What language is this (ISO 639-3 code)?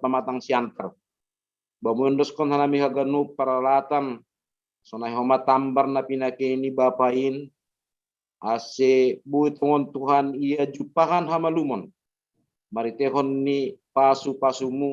bts